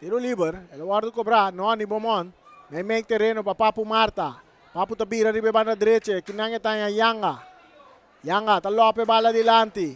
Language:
Papiamento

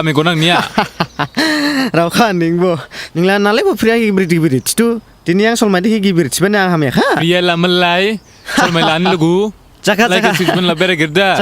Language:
Dimasa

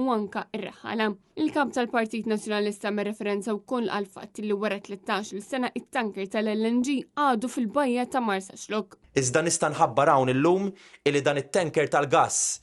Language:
Maltese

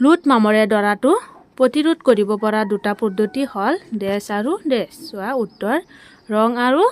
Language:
Assamese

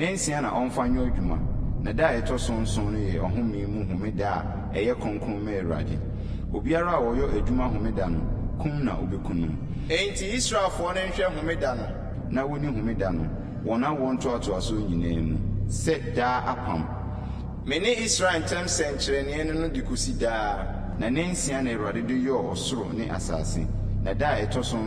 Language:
Akan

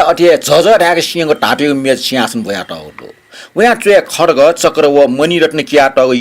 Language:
Newari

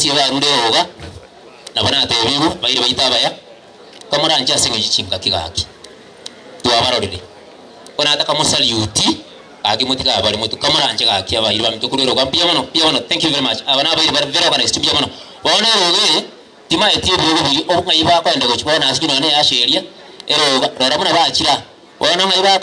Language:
Gusii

